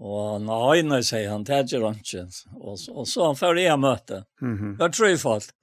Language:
Faroese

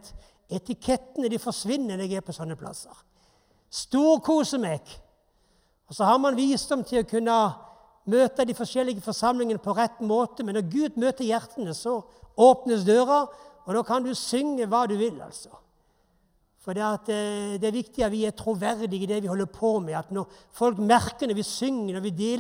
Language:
Norwegian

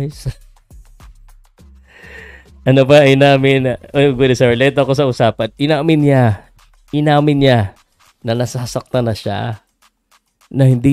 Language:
Filipino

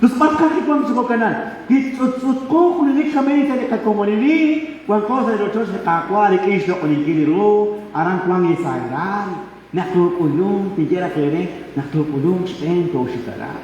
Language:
Kekchí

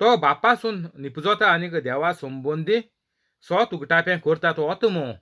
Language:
Konkani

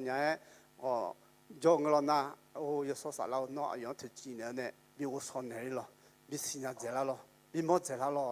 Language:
Akha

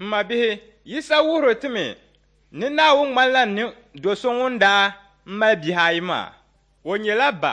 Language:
Dagbani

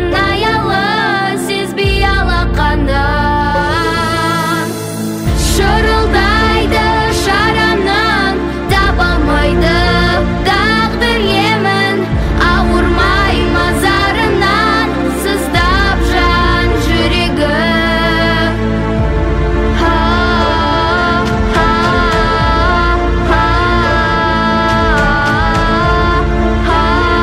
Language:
Kazakh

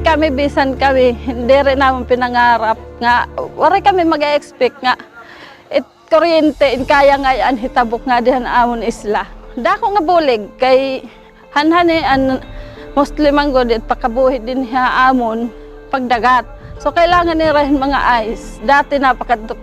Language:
Waray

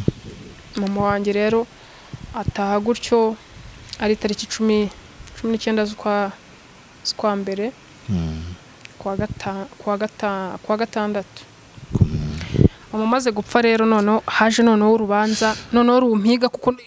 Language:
Kinyarwanda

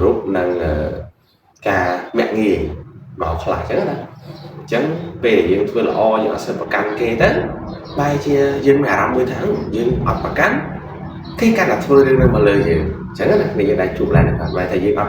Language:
Khmer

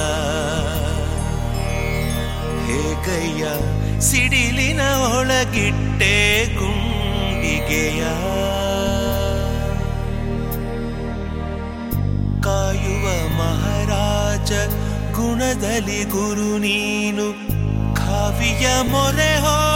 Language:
Kannada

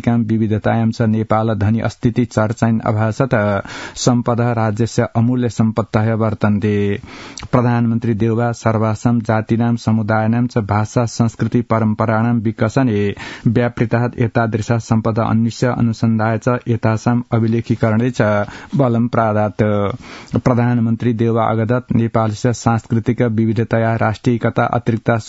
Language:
Sanskrit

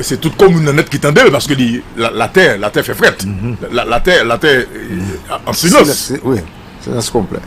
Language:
Haitian Creole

